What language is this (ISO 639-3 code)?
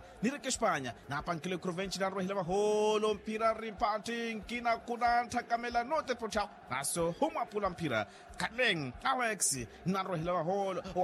vmw